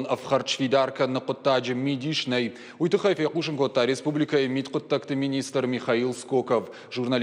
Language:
Ossetic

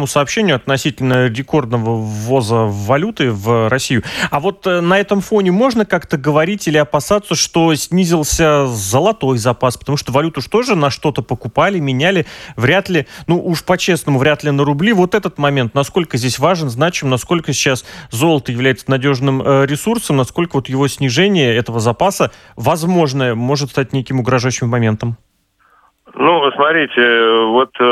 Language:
Russian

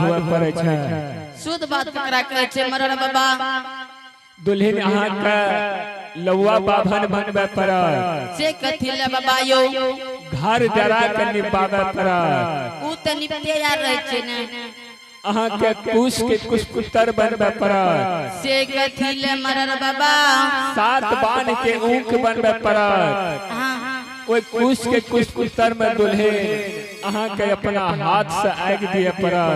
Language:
Angika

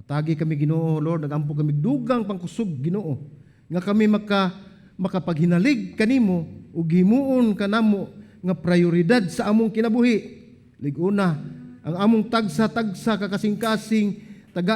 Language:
Cebuano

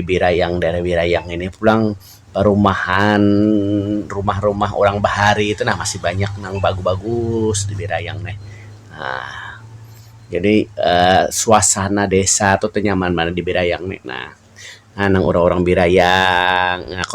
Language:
Banjar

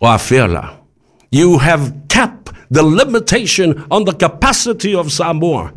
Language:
Samoan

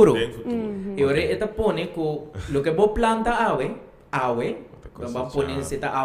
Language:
Papiamento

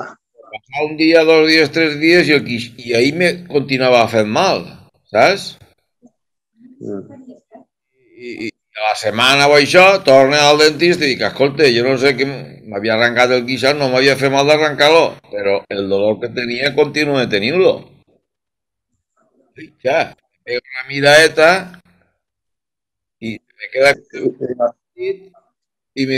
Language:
Catalan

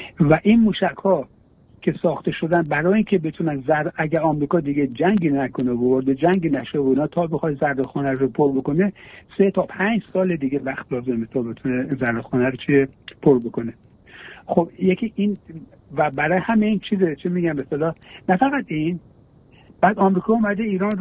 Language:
Persian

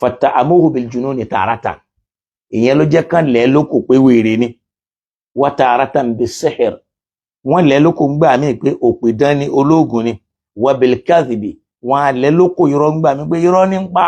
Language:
Yoruba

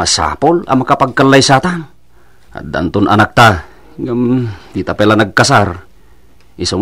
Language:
Iloko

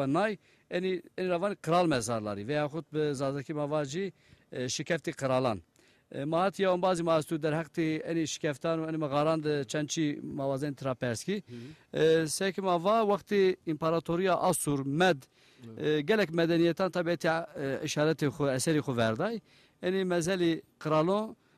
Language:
Zaza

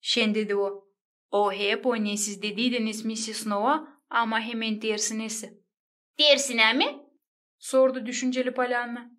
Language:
Gagauz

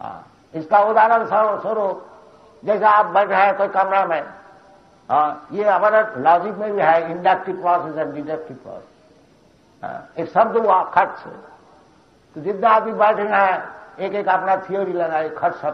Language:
Hindi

